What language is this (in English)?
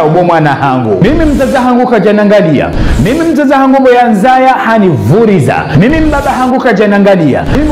Ngazidja Comorian